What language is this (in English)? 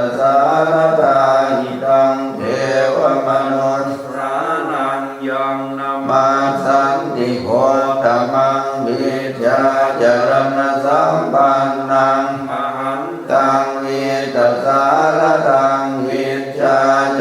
Pali